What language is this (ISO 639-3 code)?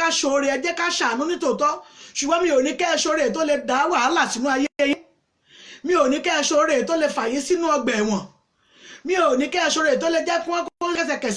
yor